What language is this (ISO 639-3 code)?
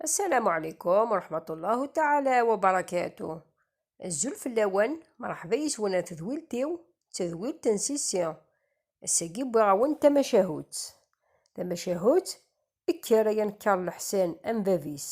kab